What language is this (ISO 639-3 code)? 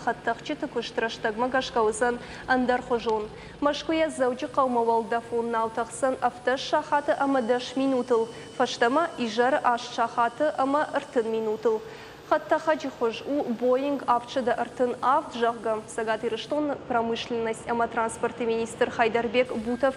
oss